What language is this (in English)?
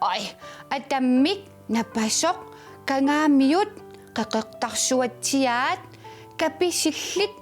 Kalaallisut